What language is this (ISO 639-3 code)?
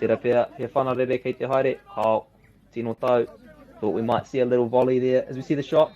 mri